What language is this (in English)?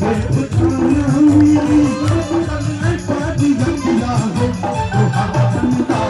Maithili